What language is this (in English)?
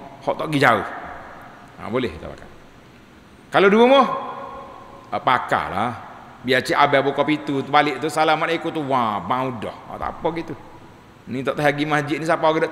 Malay